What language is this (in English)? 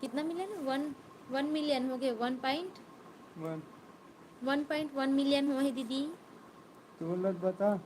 Chhattisgarhi